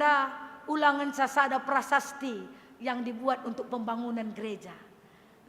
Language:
Batak Karo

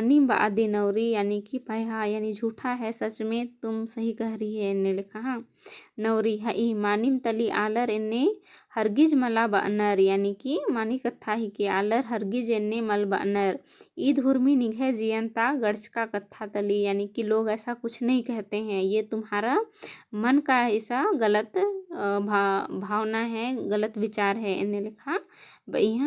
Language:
Kurukh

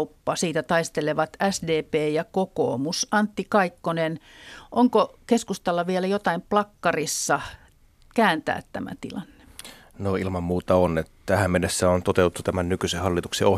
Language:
Finnish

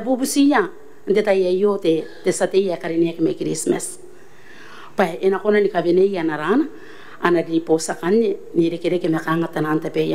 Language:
Gilbertese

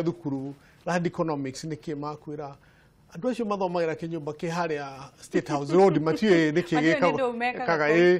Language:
Kikuyu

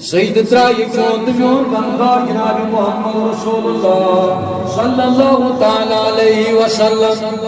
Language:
Kashmiri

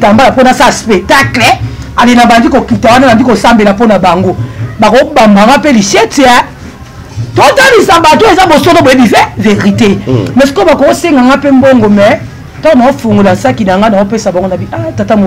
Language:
Lingala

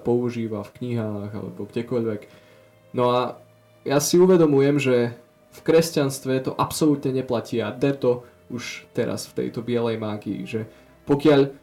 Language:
Slovak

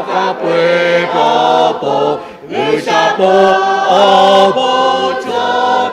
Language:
Lahu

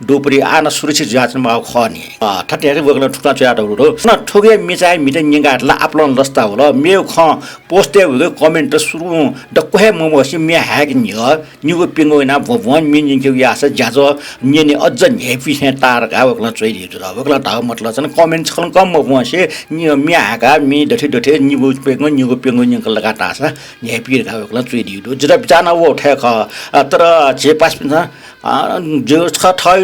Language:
Newari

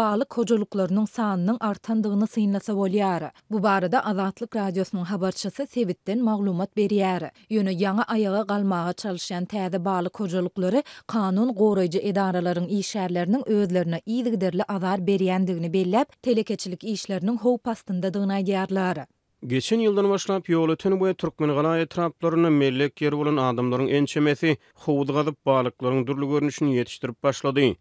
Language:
Turkmen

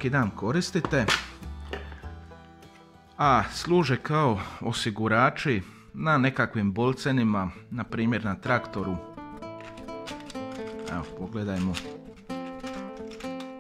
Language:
Croatian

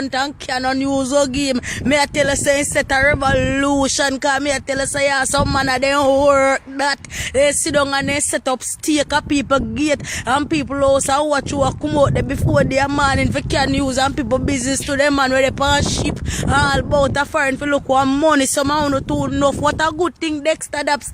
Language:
Jamaican Creole English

